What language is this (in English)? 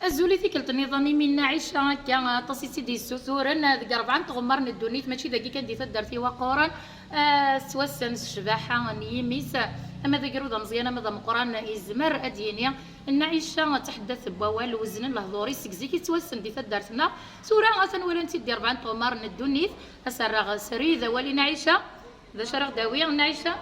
Kabyle